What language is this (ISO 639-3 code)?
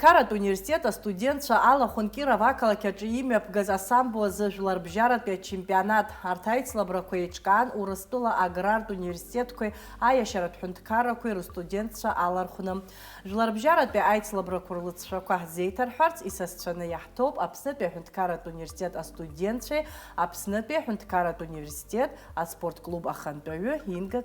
abk